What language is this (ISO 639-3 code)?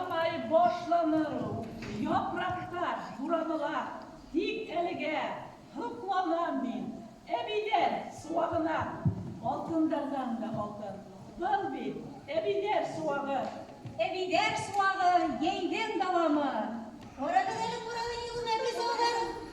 bak